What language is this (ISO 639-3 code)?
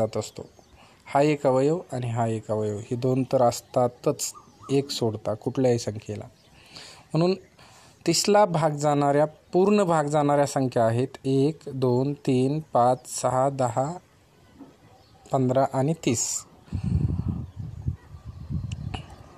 mar